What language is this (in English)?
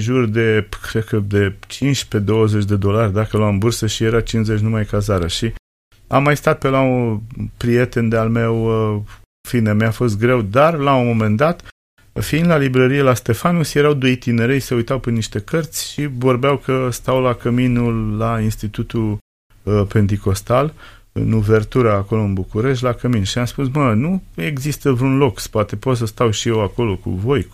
Romanian